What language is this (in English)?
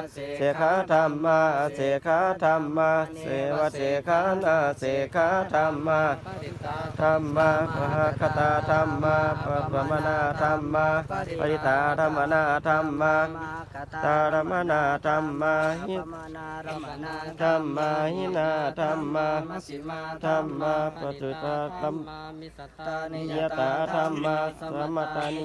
Pali